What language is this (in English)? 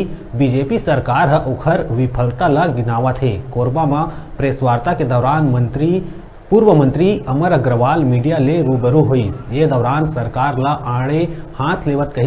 Chhattisgarhi